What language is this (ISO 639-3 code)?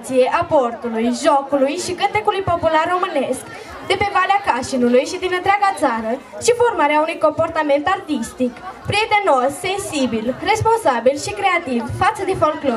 ron